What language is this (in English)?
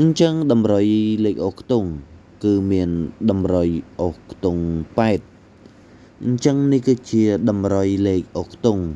Khmer